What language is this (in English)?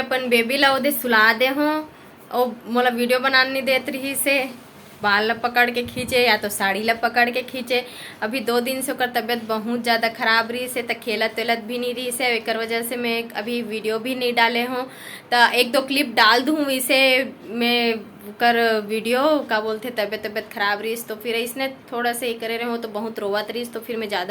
Chhattisgarhi